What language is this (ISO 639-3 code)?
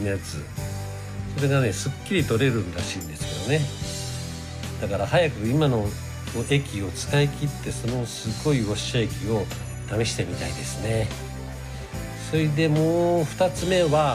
jpn